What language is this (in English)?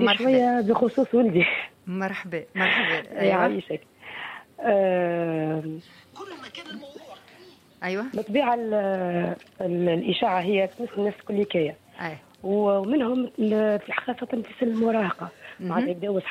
Tunisian Arabic